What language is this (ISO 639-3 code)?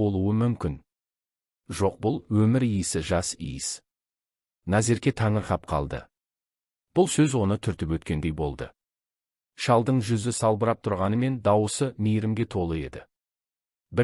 kaz